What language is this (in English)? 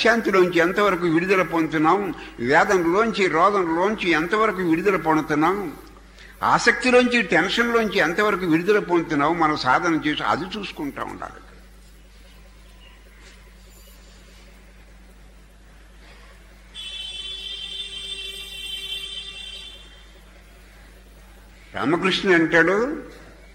Telugu